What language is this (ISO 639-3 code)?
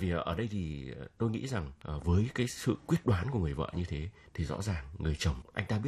vie